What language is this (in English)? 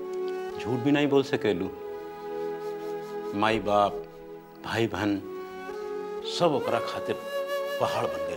Bhojpuri